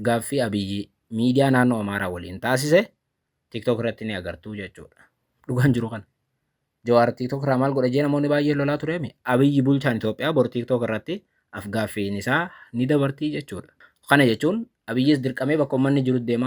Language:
Oromo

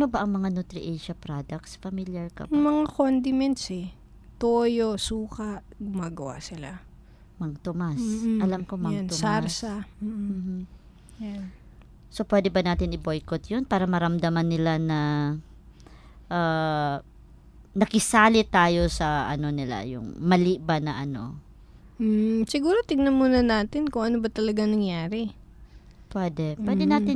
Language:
Filipino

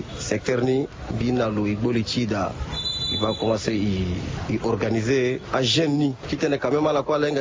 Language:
Sango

